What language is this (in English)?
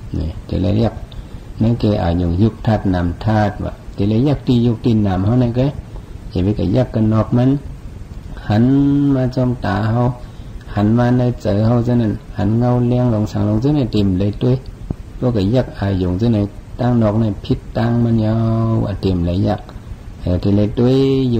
Shan